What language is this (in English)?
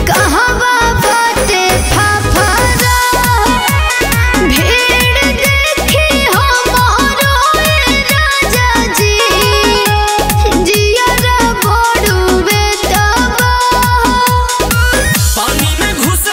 Bhojpuri